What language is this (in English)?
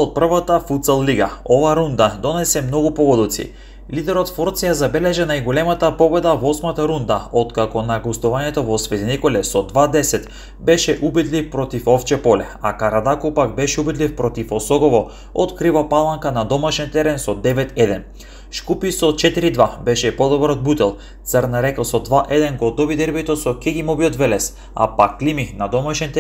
Macedonian